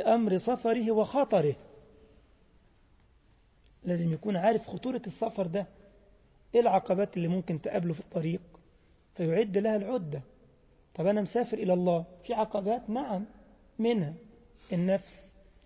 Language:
Egyptian Arabic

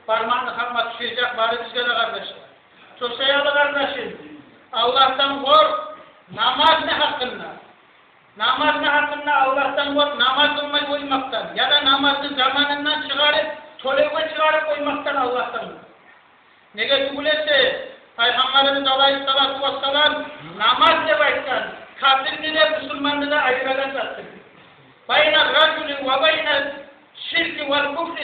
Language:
Kumyk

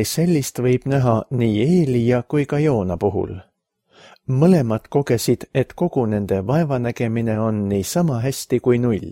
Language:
Estonian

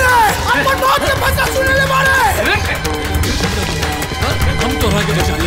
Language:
Bhojpuri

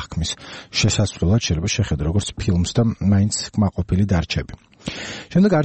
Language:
Georgian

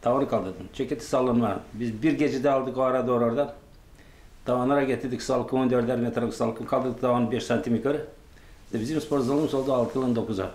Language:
Gagauz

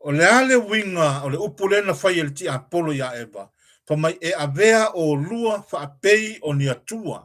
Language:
Samoan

